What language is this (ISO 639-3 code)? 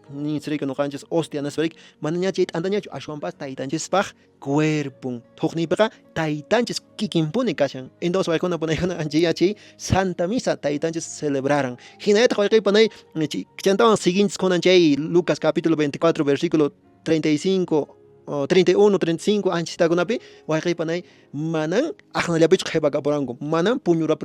que